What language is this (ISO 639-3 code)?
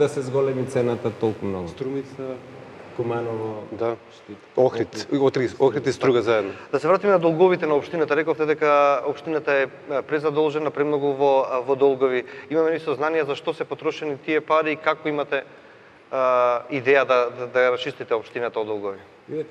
mkd